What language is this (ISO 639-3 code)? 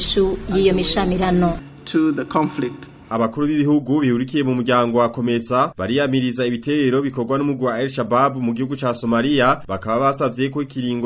run